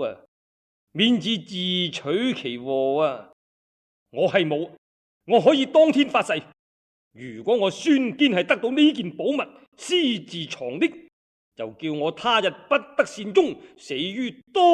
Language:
Cantonese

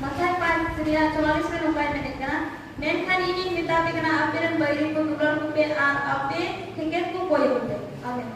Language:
Santali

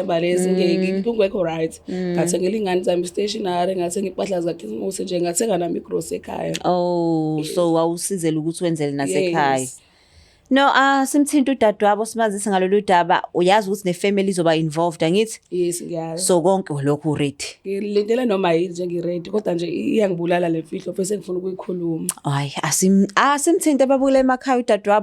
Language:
Zulu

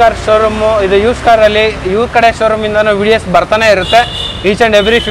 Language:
Kannada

